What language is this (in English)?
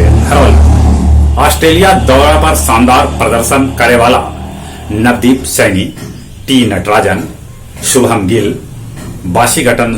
Magahi